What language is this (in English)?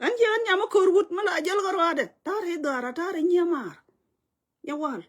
Nuer